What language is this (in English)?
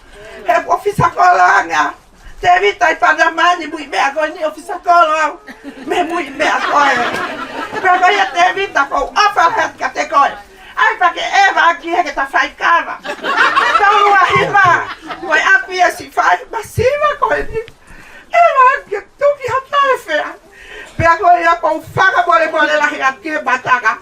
Tongan